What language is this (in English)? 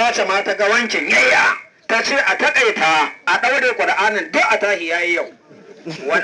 Hausa